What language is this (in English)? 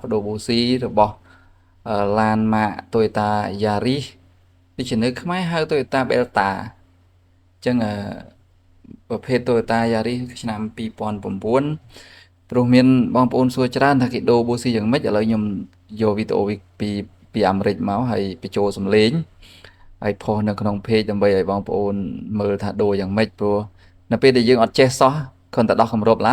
Khmer